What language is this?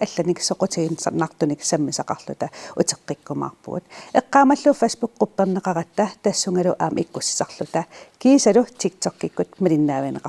Kalaallisut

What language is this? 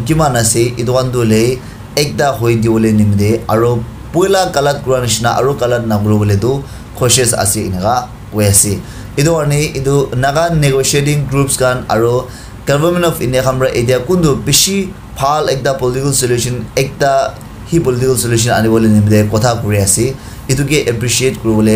Naga Pidgin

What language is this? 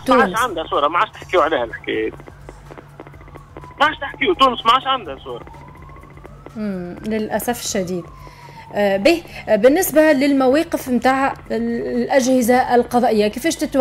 Tunisian Arabic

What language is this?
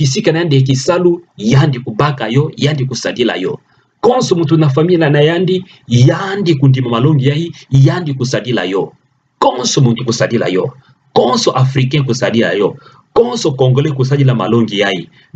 Kituba (Democratic Republic of Congo)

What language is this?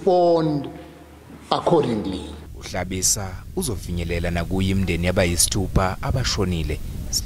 Zulu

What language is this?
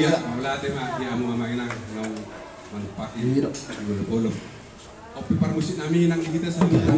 Batak Toba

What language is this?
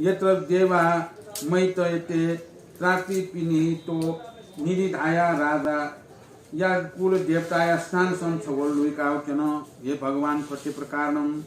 Newari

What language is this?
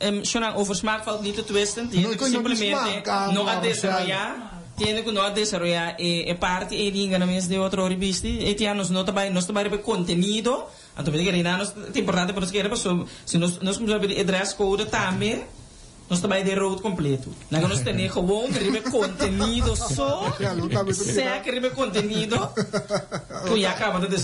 Papiamento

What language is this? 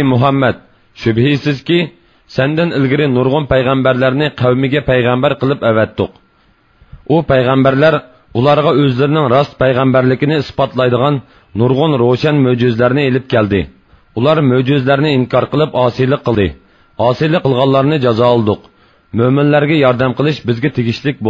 Uyghur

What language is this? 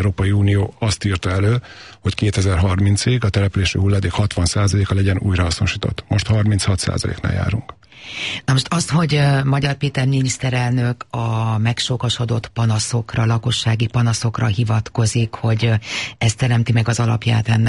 Hungarian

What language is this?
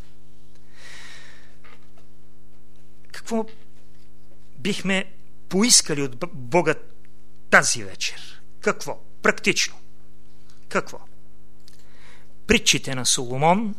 Bulgarian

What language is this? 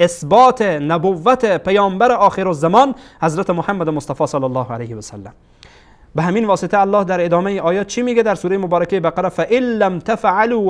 Persian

